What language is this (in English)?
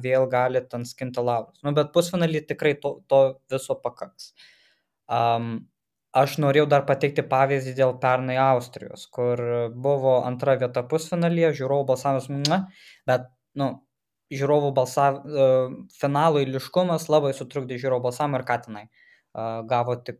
Lithuanian